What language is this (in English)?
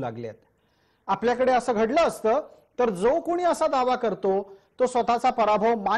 Marathi